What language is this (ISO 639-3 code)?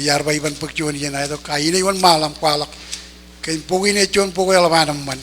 mah